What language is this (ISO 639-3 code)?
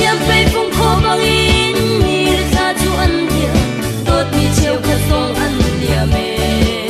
cnh